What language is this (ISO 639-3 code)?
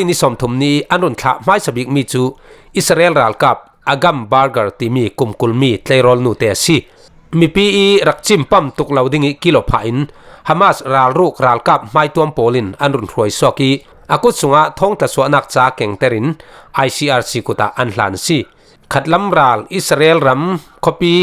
cfm